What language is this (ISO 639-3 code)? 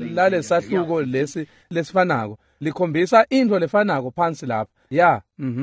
ssw